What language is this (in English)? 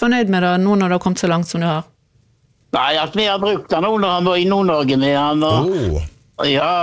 Norwegian